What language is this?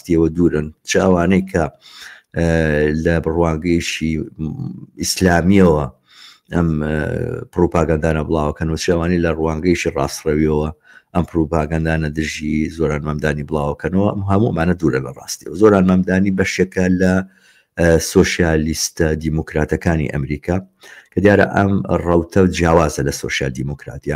Central Kurdish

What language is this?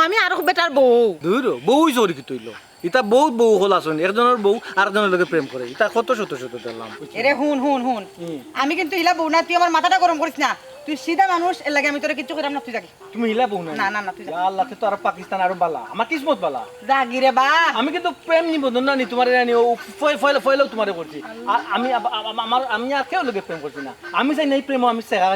Sylheti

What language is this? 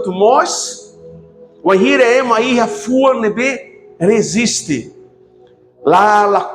Tetum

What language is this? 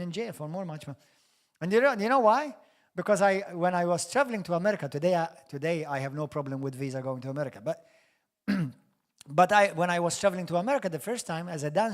English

